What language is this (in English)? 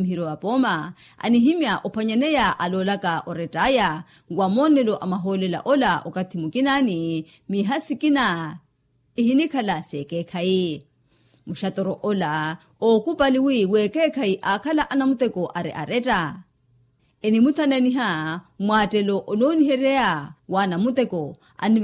Makhuwa